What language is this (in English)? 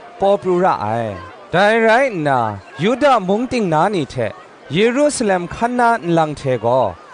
Kachin